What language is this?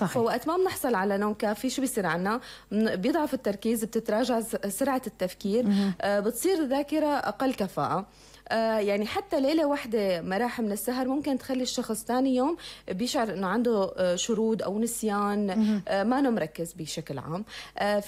North Levantine Arabic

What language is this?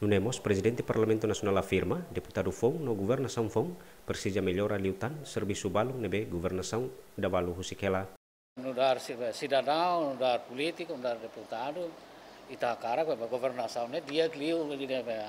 Tetum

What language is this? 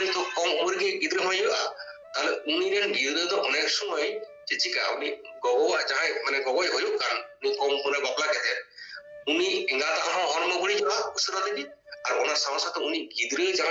Santali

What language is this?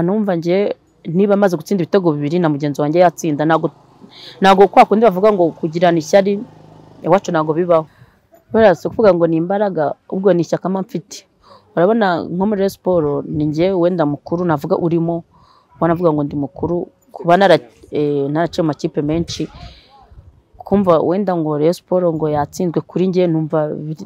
Kinyarwanda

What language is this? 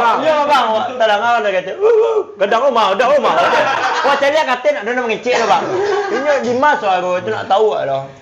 Minangkabau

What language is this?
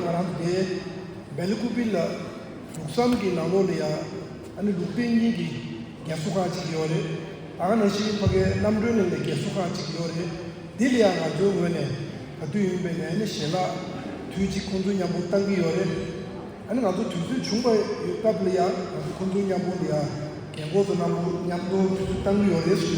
Tibetan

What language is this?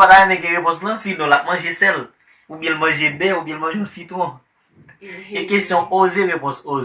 Haitian Creole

